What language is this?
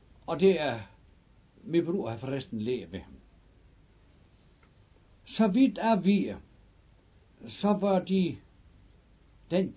Danish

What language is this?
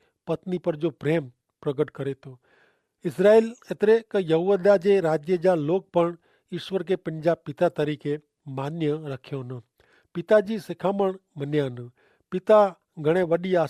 Kachhi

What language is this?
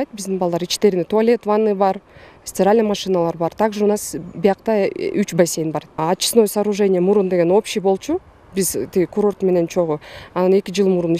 Kyrgyz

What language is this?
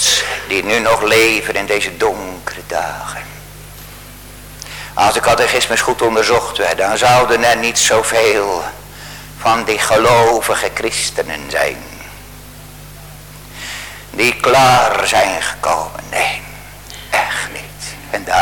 Dutch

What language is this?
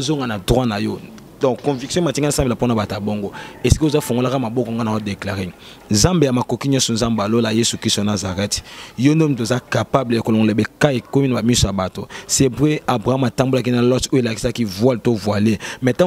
Lingala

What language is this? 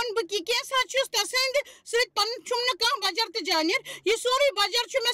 Kashmiri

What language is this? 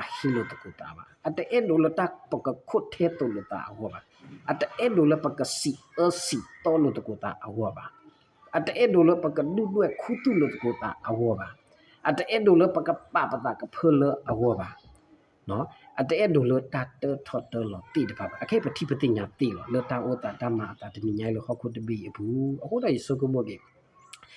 S'gaw Karen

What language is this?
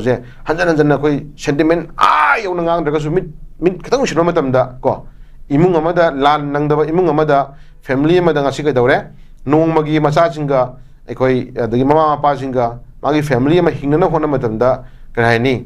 Manipuri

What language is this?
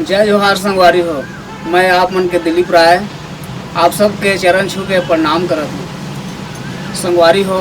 Chhattisgarhi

